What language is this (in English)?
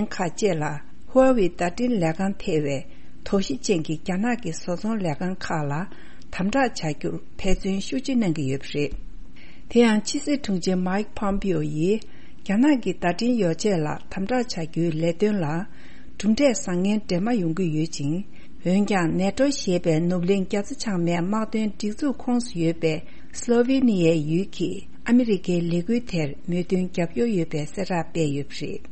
Tibetan